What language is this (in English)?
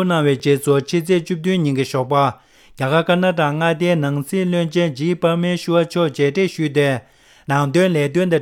Tibetan